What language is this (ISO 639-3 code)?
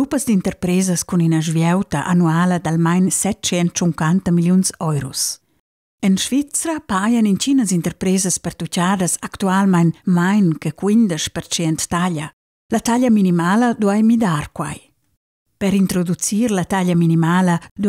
roh